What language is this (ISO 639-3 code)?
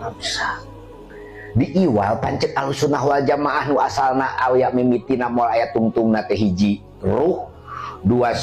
sun